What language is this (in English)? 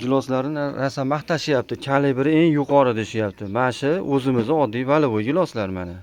Uzbek